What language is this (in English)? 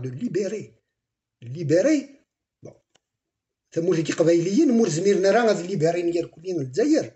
Kabyle